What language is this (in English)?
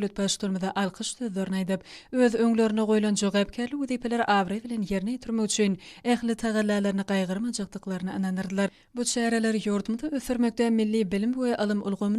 Turkmen